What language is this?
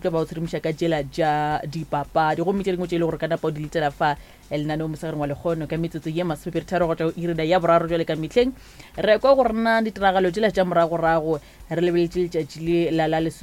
Northern Sotho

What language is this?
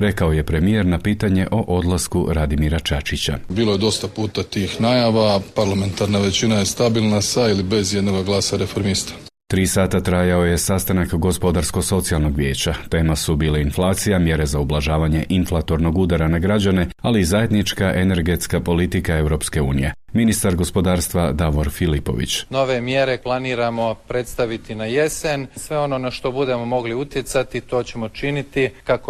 Croatian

